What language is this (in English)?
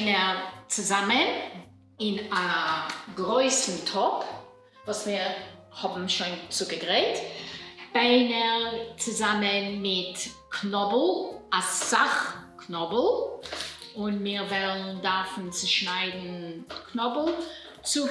Yiddish